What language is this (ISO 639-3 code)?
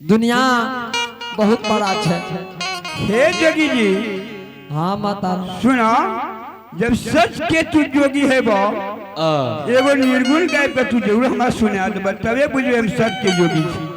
anp